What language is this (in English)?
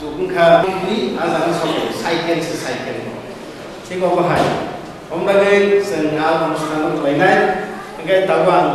Kok Borok